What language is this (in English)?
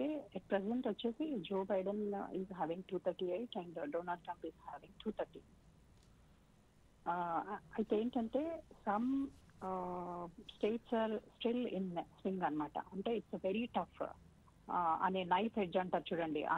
Telugu